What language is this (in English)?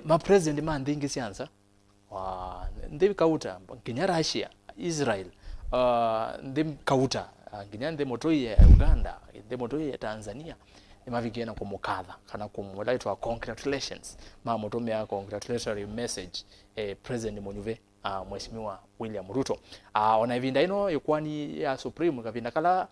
Kamba